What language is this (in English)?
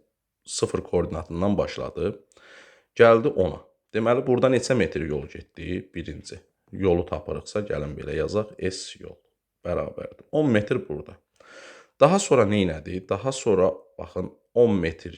Azerbaijani